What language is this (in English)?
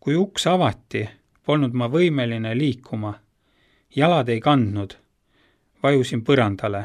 Estonian